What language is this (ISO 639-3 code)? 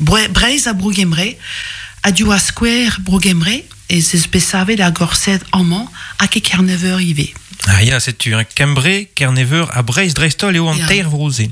bre